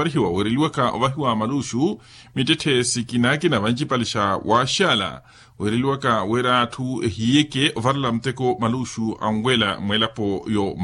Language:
Makhuwa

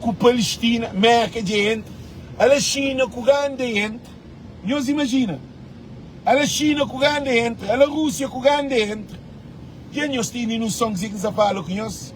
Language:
Kabuverdianu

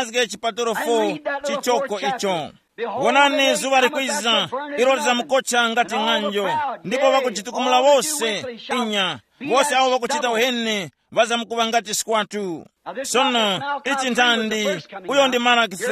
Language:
Tumbuka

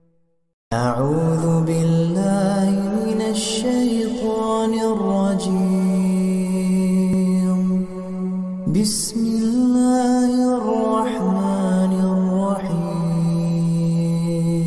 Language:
Arabic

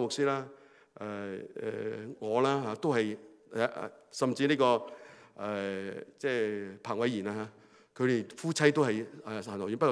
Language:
Cantonese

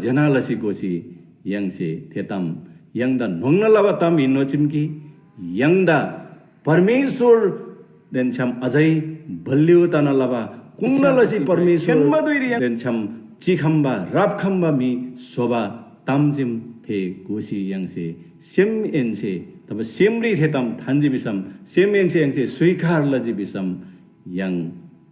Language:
Eastern Tamang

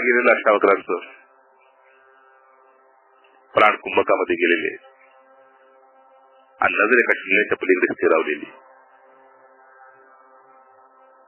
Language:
Marathi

